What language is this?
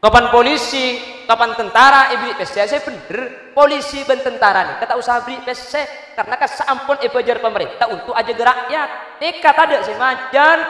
Madurese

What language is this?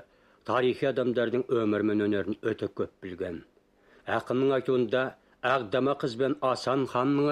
Kazakh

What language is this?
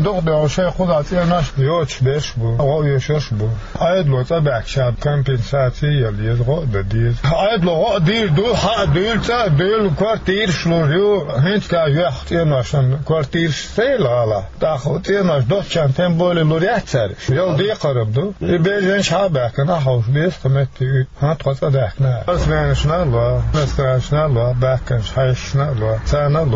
Chechen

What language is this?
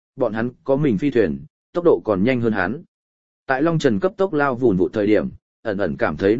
Vietnamese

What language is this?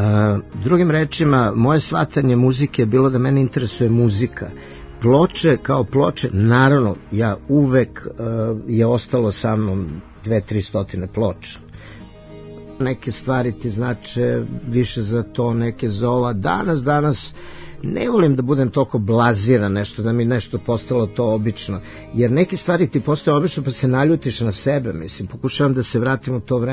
Serbian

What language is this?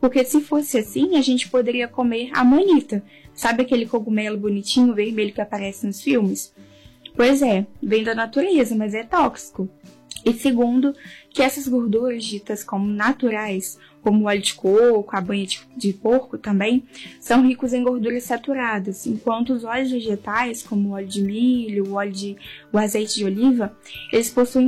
Portuguese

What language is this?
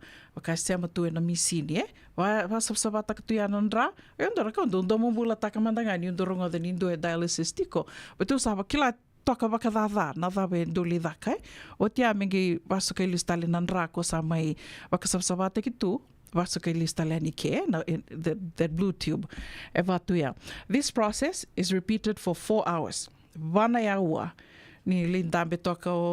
Fijian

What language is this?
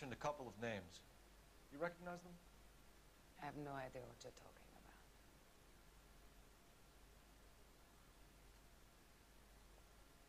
Czech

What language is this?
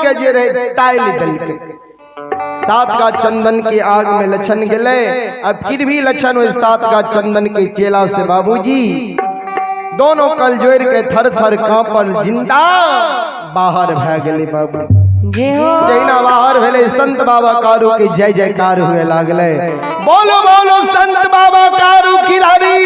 Maithili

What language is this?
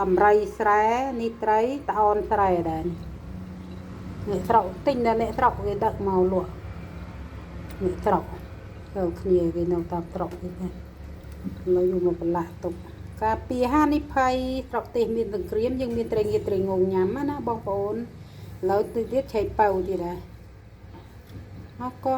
Khmer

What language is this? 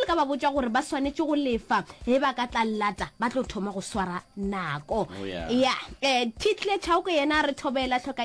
Northern Sotho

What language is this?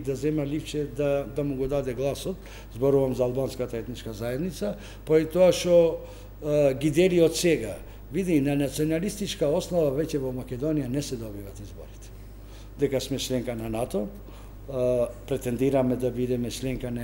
Macedonian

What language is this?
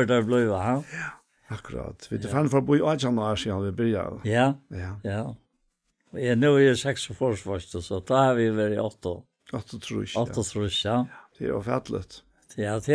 Faroese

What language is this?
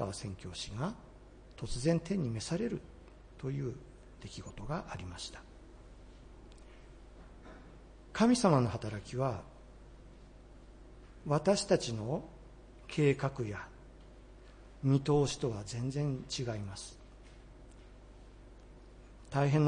Japanese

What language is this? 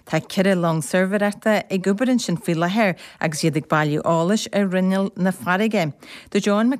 Irish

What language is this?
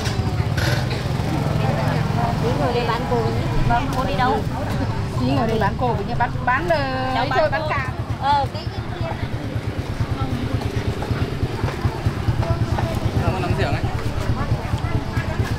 Vietnamese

